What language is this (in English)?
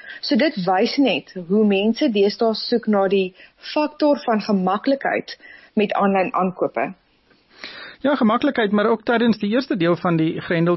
Afrikaans